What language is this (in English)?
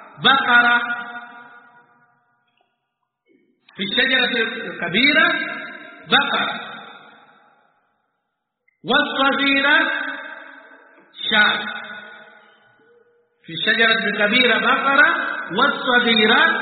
Swahili